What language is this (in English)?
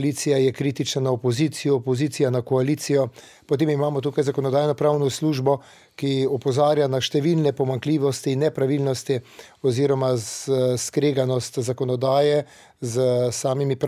Slovenian